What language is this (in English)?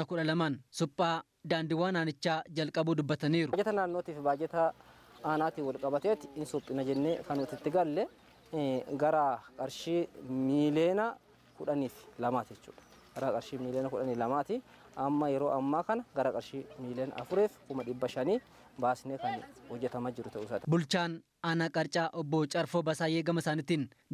Oromo